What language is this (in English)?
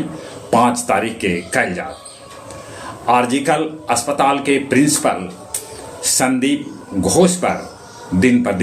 Magahi